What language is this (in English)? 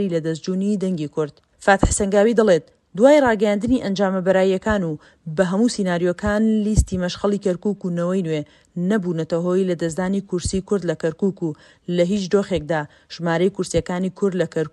Central Kurdish